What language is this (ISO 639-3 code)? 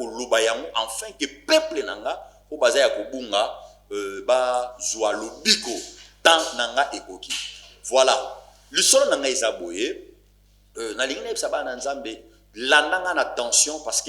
lin